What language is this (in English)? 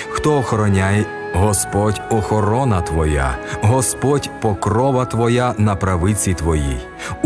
Ukrainian